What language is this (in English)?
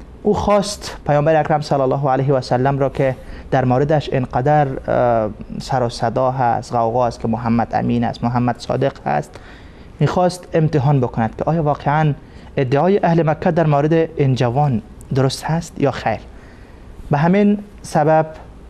Persian